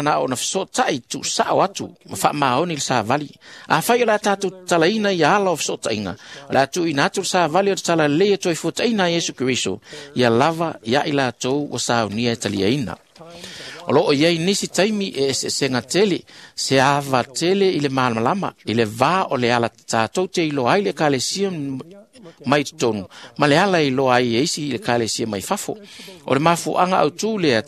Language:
Samoan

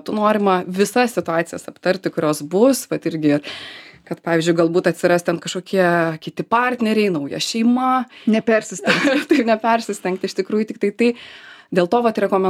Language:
Lithuanian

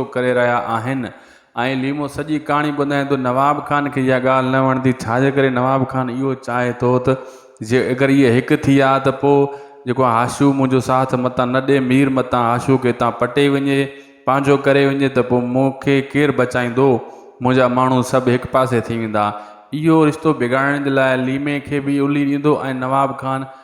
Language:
Sindhi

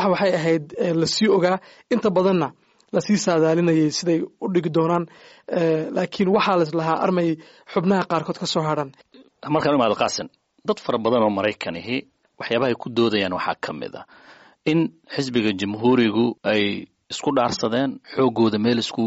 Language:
Somali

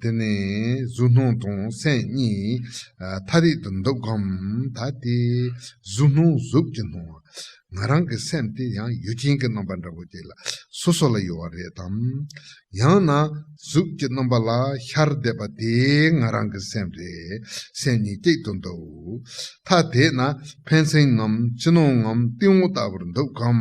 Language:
Tibetan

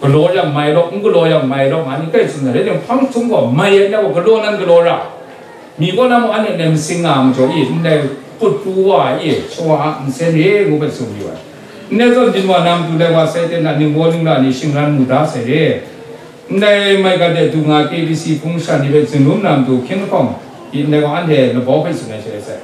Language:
Kachin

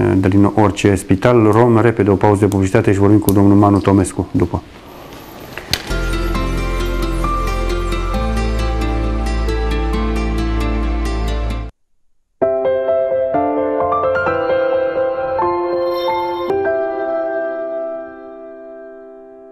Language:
Romanian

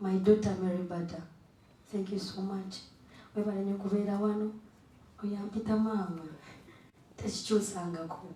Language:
Ganda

